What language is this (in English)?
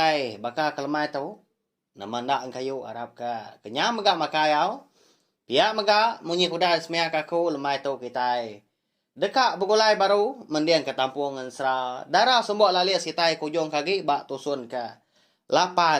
Iban